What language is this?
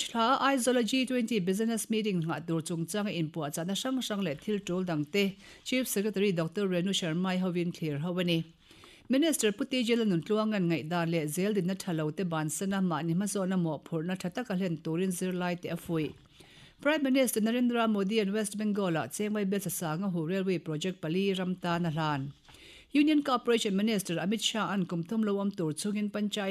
Mizo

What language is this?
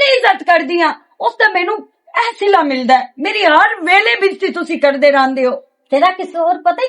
Western Panjabi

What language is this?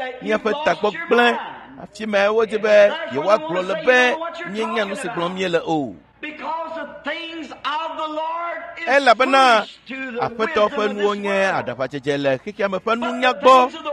Ewe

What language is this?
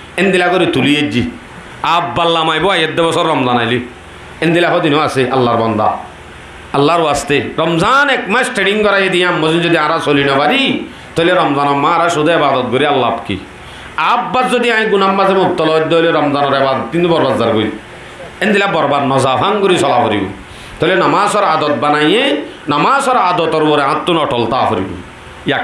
Rohingya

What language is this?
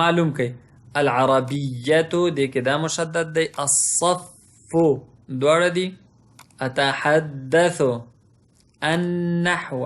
Pashto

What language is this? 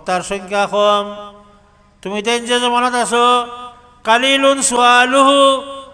Sylheti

